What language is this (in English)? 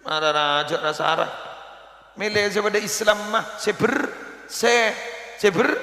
Madurese